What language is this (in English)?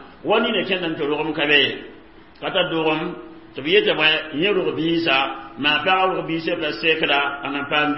Mossi